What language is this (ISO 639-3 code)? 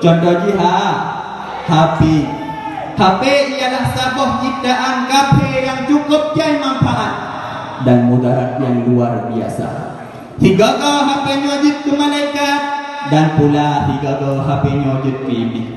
ace